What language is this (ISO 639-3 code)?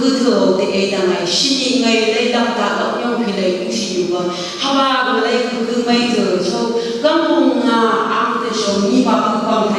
nph